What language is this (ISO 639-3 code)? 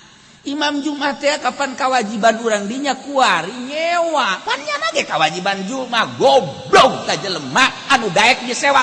sun